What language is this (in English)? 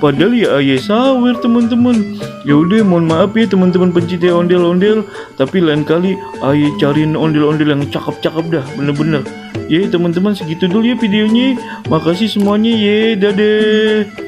Betawi